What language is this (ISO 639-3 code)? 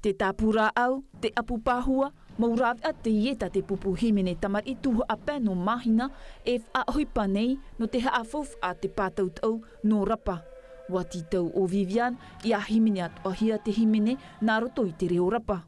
tah